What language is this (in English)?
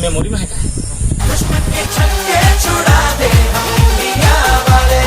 Chhattisgarhi